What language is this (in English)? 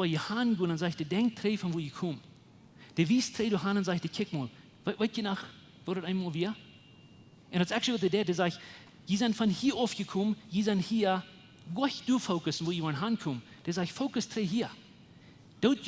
Plautdietsch